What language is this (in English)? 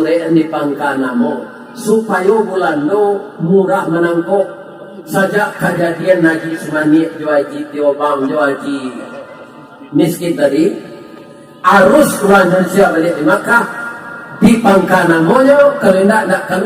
Minangkabau